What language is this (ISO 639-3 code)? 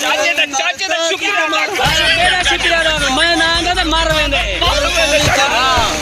skr